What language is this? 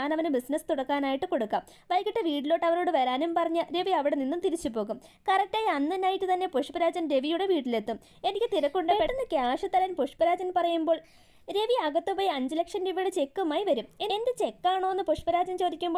Malayalam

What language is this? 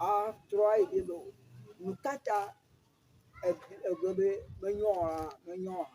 Ewe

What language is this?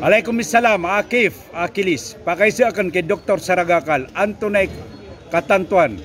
Maranao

